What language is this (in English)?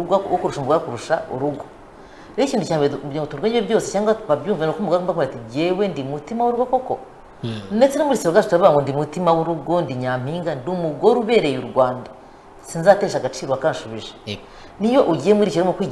Kinyarwanda